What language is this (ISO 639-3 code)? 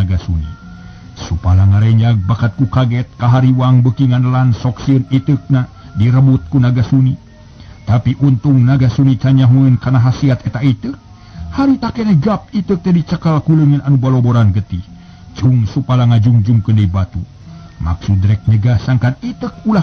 sun